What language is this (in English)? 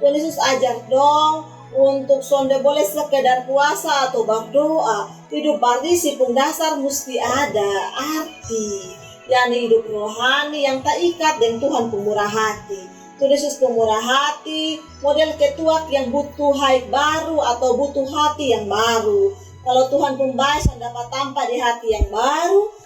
Kupang Malay